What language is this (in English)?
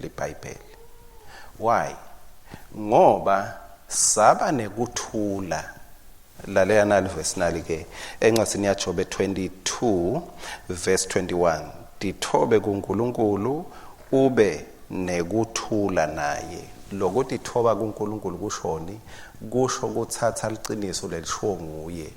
Swati